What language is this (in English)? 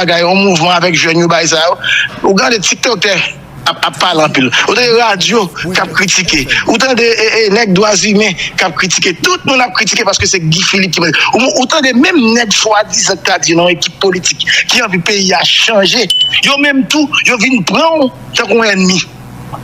Haitian Creole